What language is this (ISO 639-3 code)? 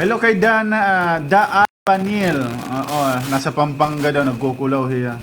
war